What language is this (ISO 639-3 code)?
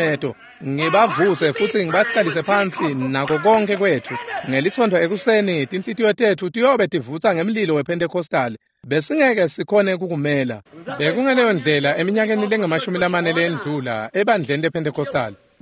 ssw